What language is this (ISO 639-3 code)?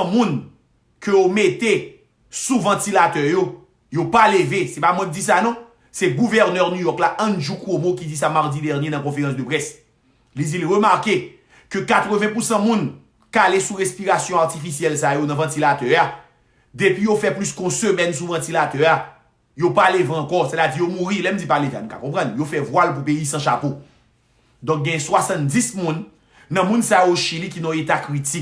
hat